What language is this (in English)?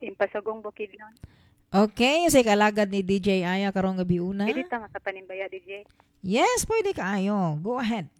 Cebuano